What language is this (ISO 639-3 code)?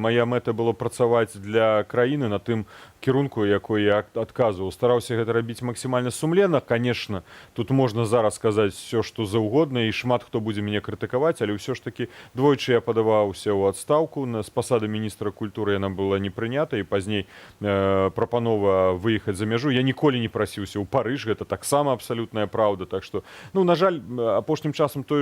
bel